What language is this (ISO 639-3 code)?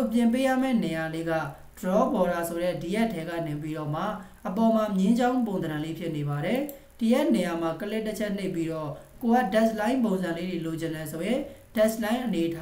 mya